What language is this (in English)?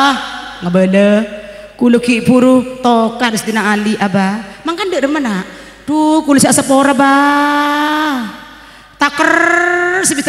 Madurese